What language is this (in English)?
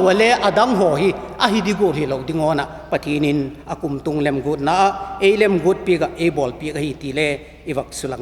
Vaiphei